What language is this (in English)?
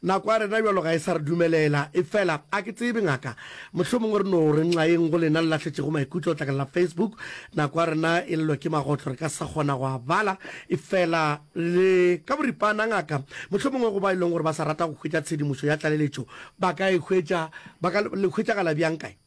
Northern Sotho